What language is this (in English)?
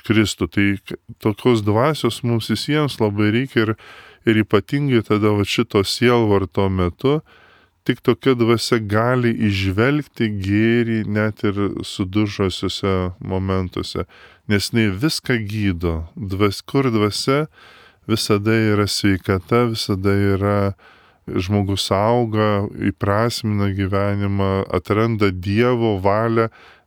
Lithuanian